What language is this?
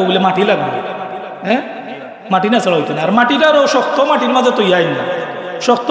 Sylheti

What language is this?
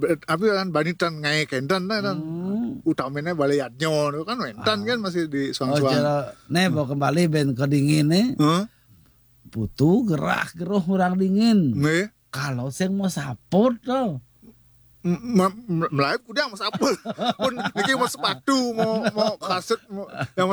Balinese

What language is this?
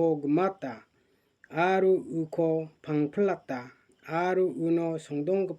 Garo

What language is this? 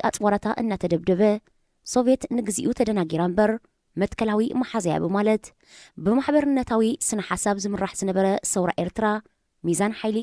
Tigrinya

